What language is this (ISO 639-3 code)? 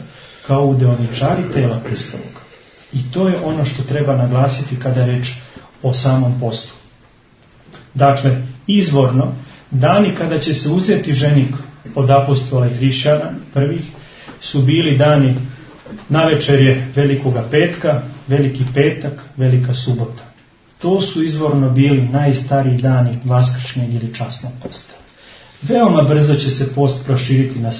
srp